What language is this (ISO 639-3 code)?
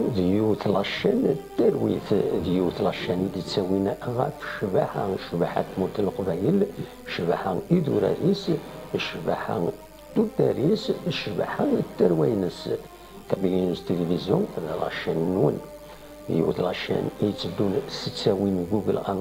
kab